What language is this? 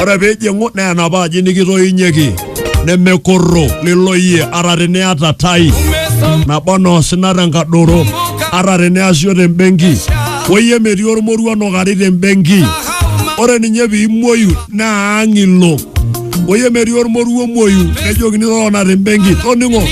Masai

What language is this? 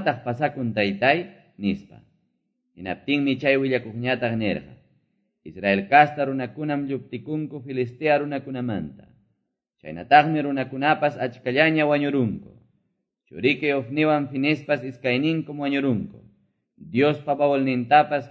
Quechua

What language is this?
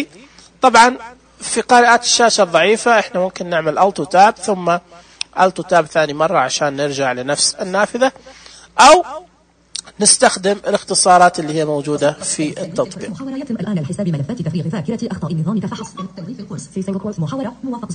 Najdi Arabic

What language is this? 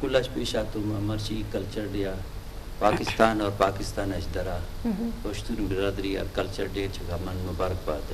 Eastern Balochi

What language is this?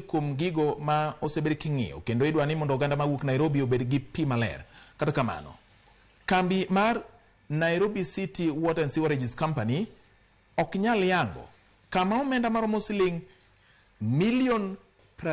Luo (Kenya and Tanzania)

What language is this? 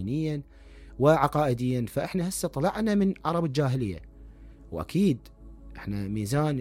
Mesopotamian Arabic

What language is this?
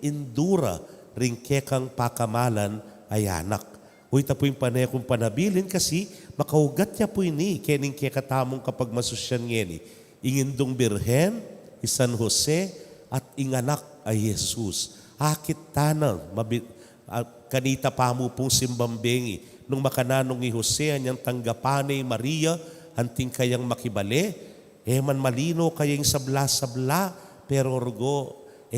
Pampanga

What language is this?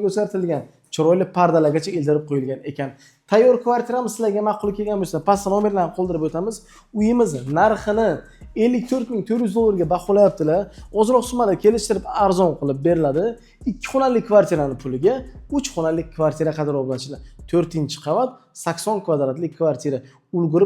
Uzbek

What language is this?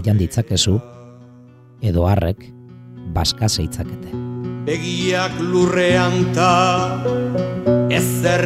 Basque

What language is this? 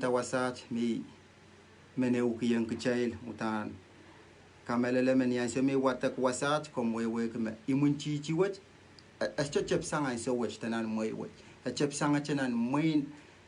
Pohnpeian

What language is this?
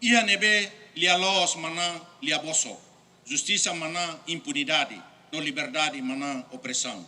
Tetum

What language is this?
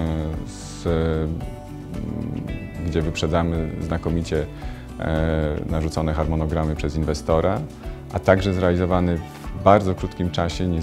Polish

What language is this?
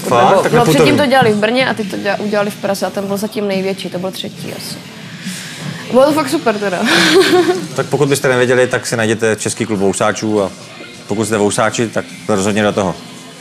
Czech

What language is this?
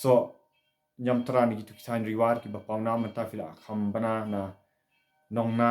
Khasi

